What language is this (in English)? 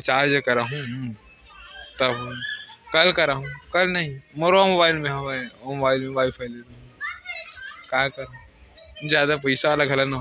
Chhattisgarhi